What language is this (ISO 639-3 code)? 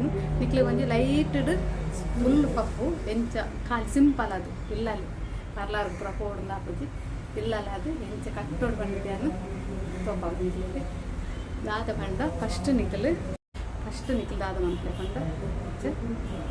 tcy